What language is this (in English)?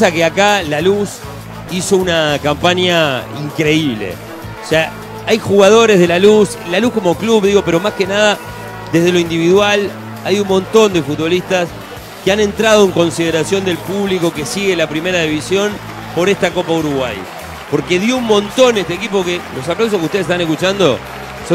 Spanish